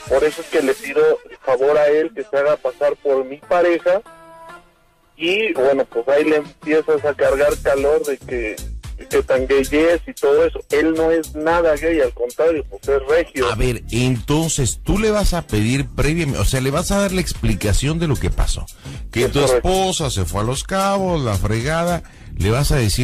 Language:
Spanish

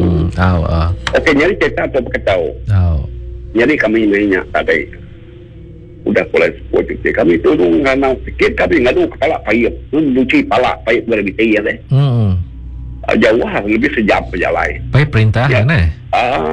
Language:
Malay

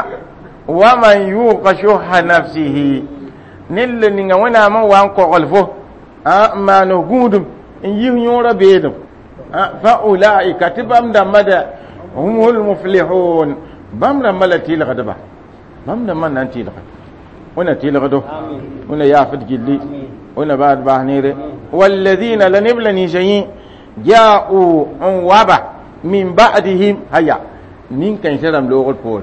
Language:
Mossi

